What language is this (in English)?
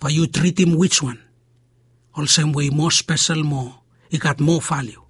Bislama